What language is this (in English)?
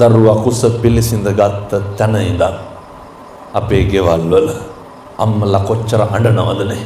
Sinhala